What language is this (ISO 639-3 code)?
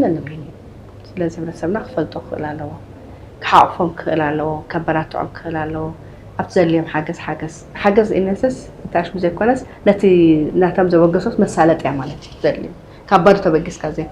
tir